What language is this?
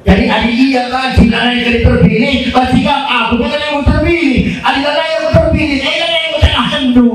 Batak Karo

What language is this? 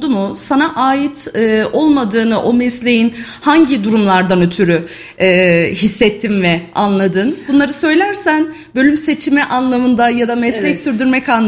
Turkish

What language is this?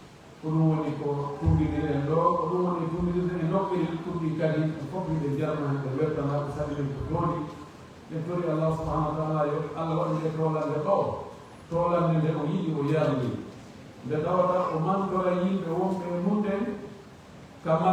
Pular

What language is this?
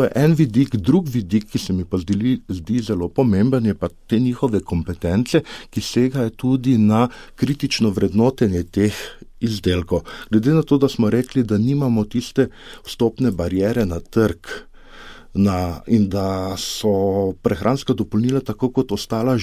Slovenian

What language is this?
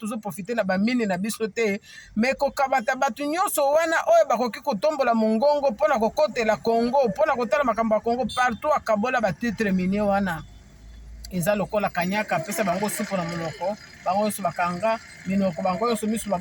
Lingala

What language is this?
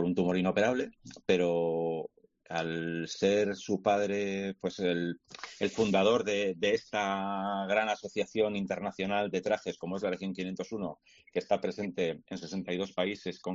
Spanish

